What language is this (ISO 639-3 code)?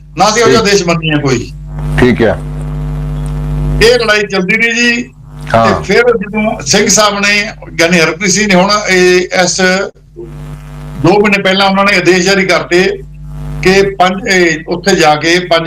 pan